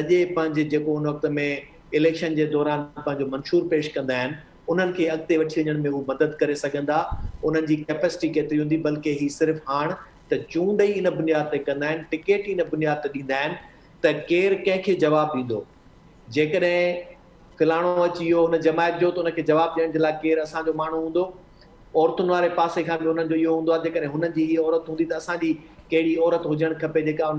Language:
Sindhi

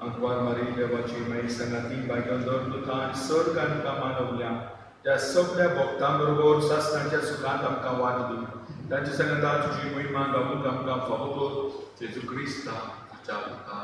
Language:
Konkani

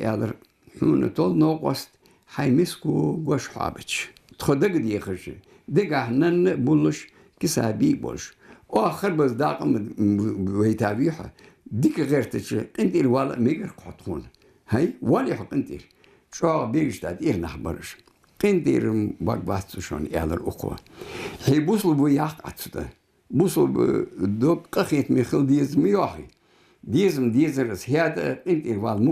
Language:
Ingush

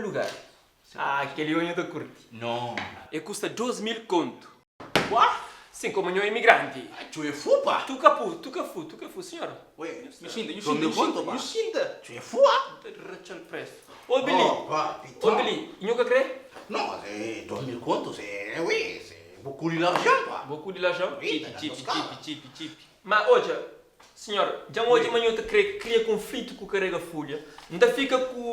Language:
Kabuverdianu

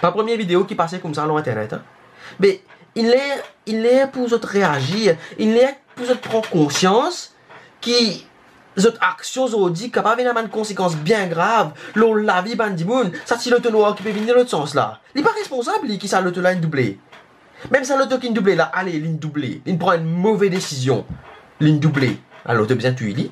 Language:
Morisyen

